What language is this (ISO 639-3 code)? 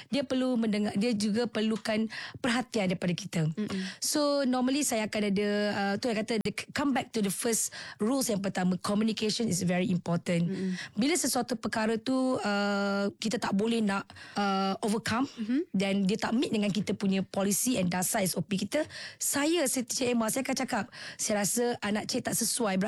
msa